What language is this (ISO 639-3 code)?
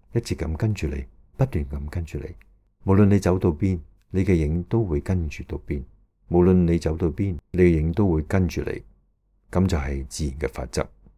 yue